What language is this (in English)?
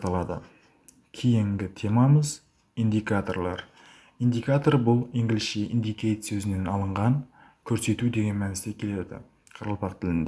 Kara-Kalpak